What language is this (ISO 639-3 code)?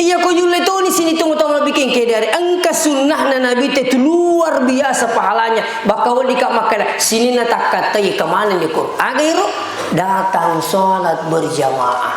bug